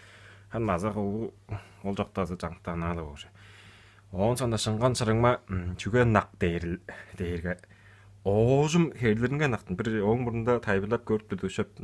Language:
Tuvinian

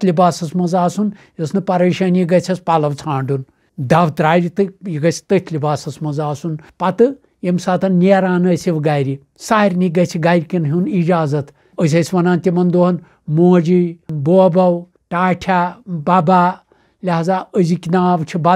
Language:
Kashmiri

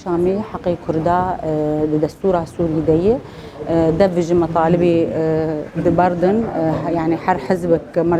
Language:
Kurdish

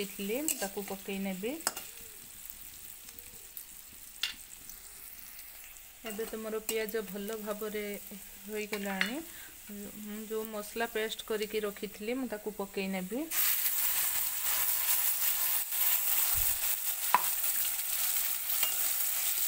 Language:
Odia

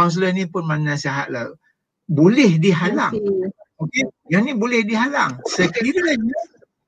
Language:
Malay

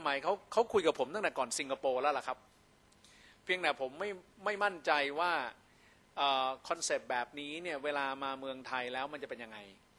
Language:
Thai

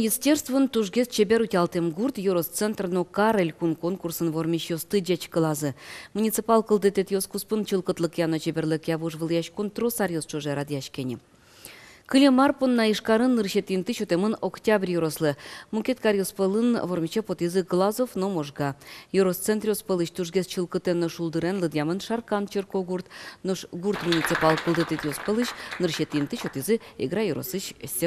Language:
Udmurt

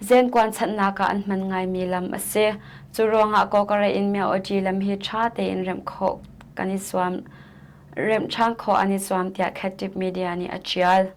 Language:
Hakha Chin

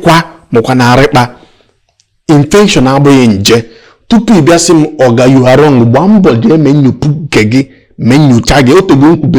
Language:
Igbo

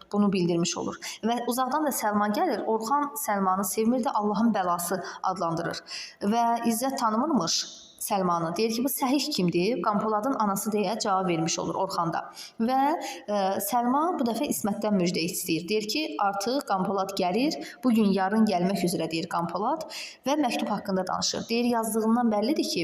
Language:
Azerbaijani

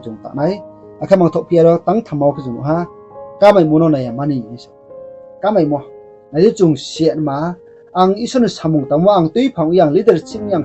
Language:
Riang (India)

